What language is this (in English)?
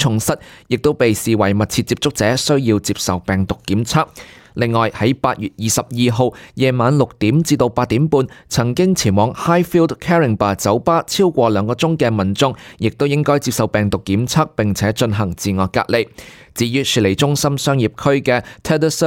Cantonese